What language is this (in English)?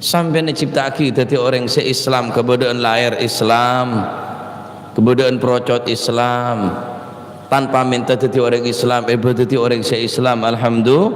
Madurese